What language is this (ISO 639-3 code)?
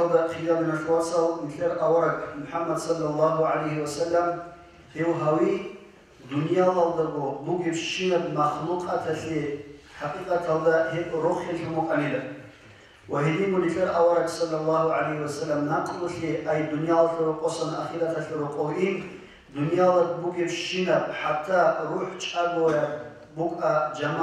ava